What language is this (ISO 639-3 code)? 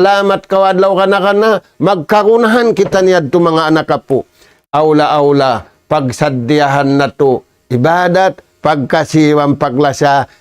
tsg